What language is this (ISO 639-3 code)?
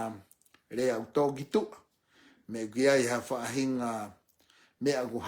ton